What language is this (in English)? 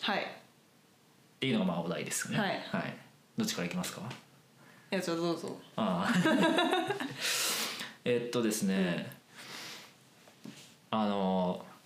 Japanese